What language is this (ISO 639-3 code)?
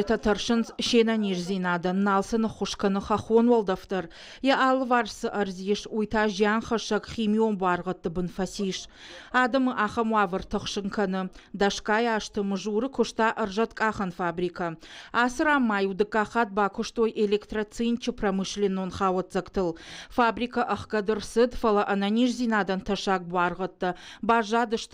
oss